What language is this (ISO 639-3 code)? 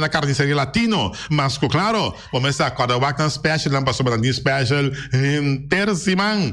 pap